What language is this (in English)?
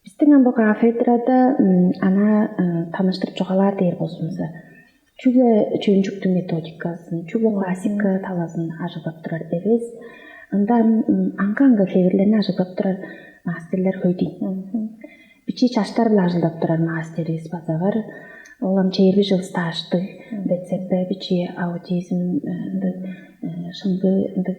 Tuvinian